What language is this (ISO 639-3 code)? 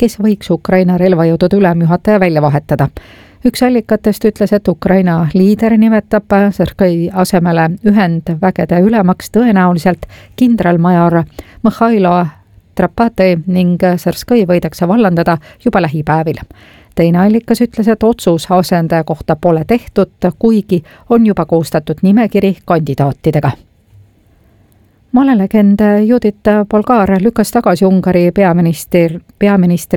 est